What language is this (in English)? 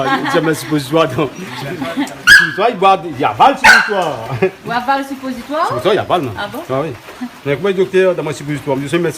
Réunion Creole French